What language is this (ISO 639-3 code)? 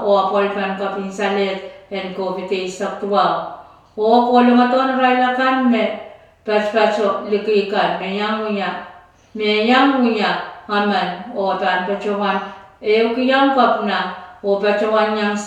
pon